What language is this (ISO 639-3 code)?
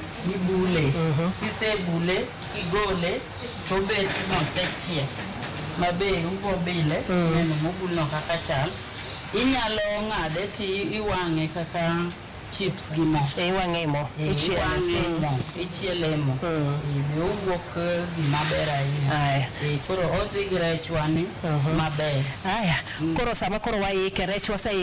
luo